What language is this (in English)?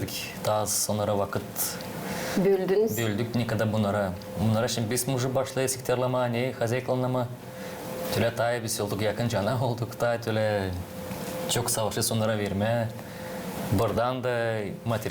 Gagauz